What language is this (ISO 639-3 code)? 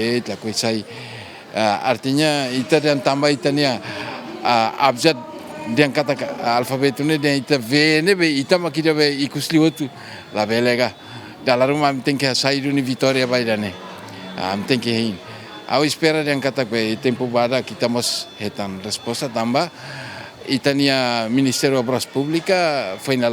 tet